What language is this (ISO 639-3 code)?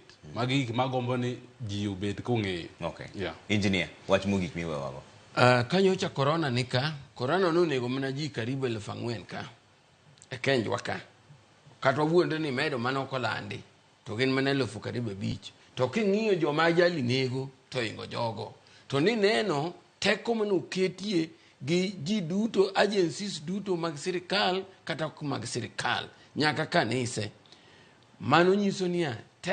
luo